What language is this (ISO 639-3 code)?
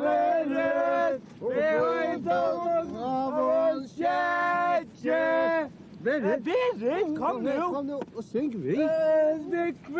fao